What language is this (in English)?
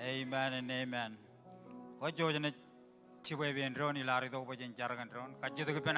Marshallese